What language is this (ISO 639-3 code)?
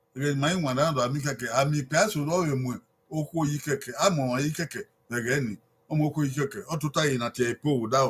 bin